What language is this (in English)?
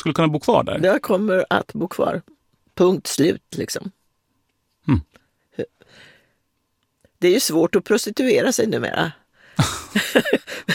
Swedish